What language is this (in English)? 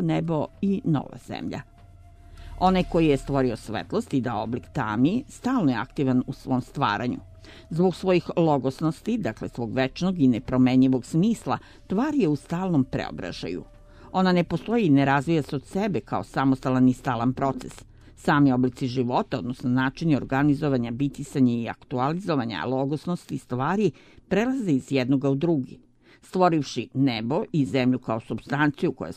Serbian